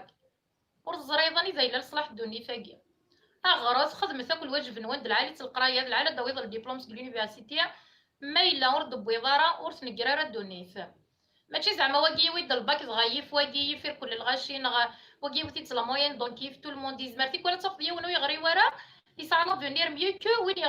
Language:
Kabyle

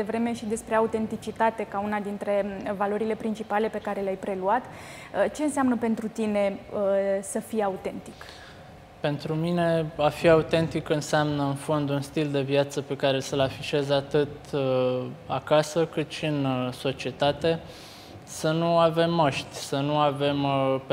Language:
Romanian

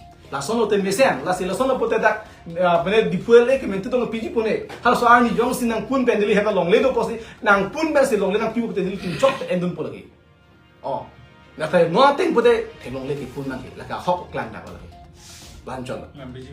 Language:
Karbi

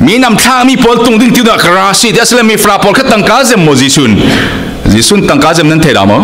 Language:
Falam Chin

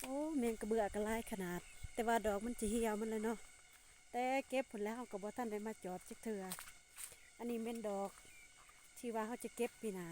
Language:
Lao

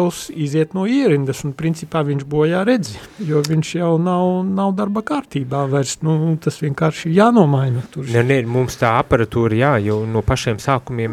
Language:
Latvian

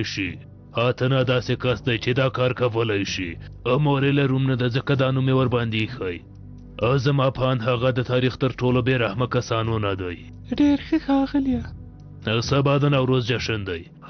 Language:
Pashto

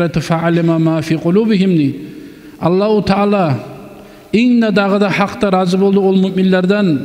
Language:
Kumyk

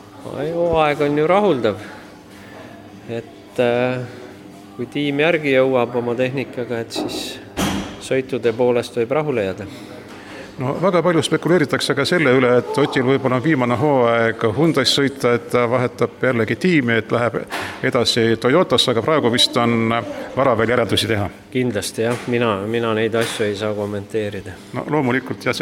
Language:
Estonian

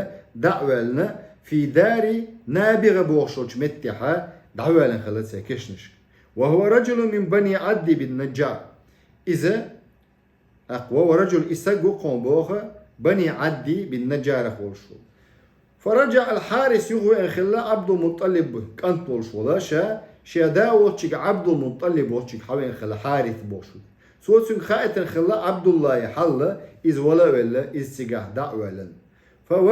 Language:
Chechen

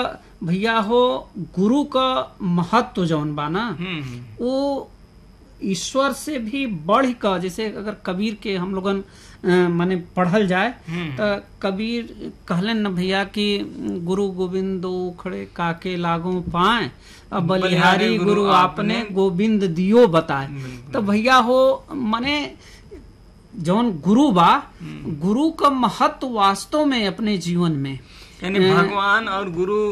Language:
Bhojpuri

